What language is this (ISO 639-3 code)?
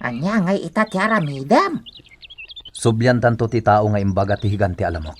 ilo